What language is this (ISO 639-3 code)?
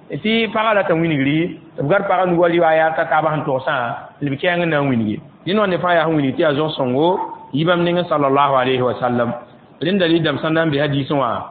mos